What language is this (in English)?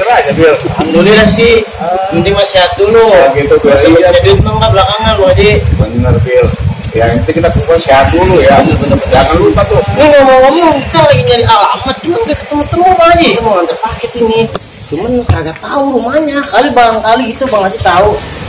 Betawi